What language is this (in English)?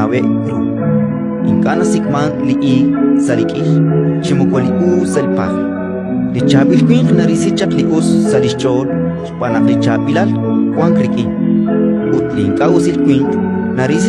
Kekchí